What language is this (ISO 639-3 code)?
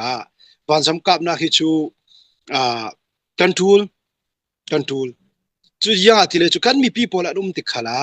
cfm